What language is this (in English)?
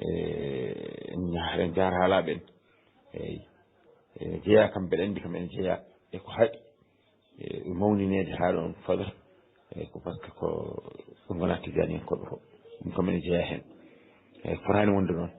Fula